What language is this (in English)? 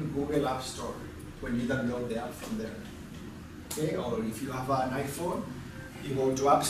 English